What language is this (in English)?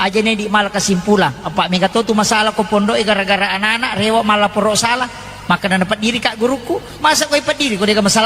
Buginese